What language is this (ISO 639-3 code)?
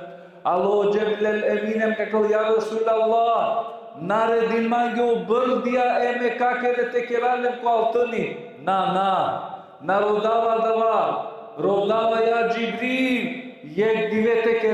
rmn